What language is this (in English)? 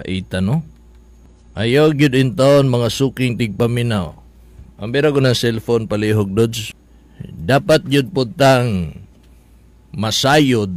Cebuano